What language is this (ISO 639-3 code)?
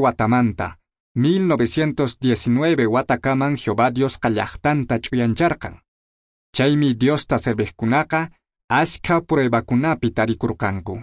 que